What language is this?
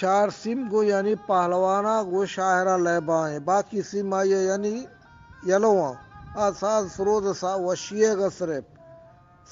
Eastern Balochi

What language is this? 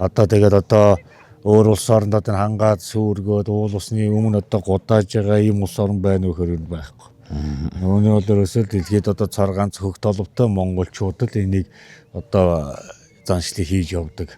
Mongolian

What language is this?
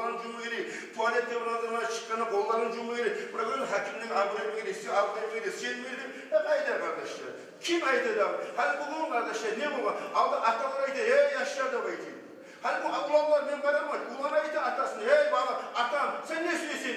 Kumyk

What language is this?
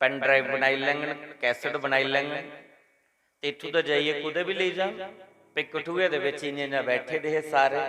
Dogri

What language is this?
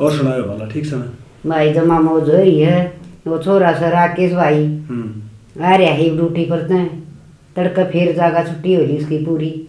Haryanvi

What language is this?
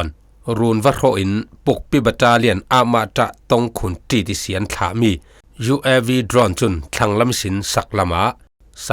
Falam Chin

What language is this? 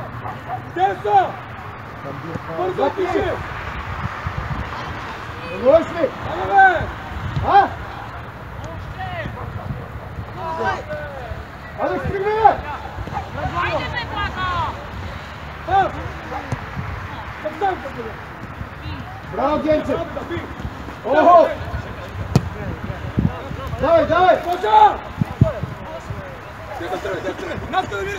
Bulgarian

